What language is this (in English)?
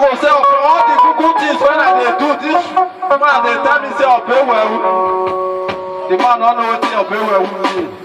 Nigerian Pidgin